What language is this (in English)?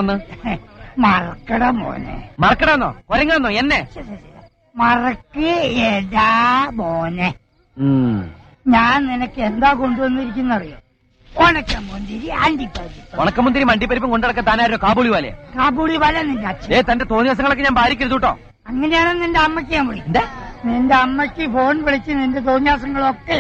Malayalam